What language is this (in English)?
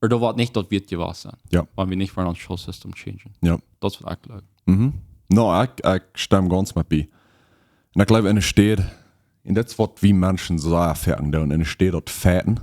Plautdietsch